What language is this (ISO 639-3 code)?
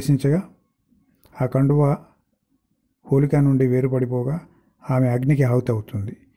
tel